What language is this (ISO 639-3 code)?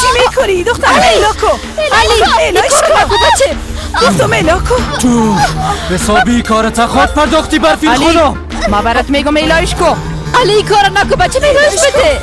fas